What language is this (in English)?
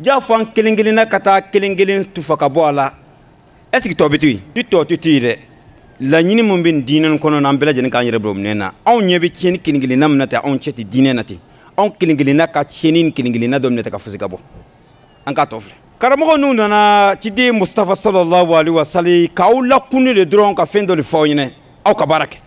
Bambara